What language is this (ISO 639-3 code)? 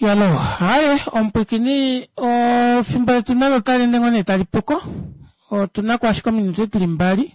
kua